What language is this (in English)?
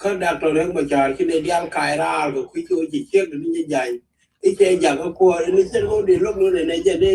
Nuer